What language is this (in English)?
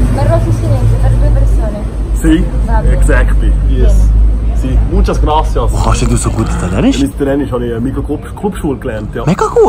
Swiss German